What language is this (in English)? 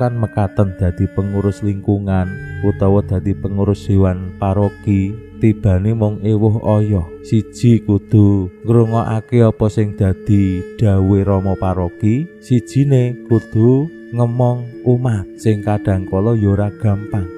Javanese